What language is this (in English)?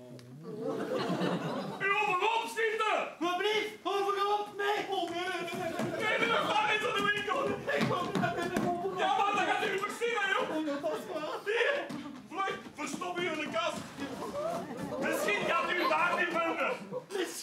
Dutch